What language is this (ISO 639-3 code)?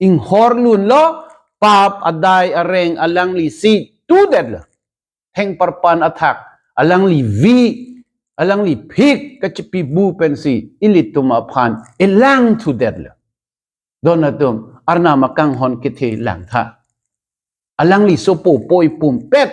mjw